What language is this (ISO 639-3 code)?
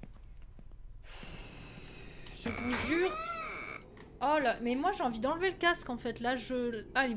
fra